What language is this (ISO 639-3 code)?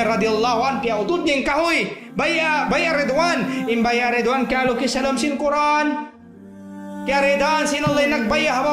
tsg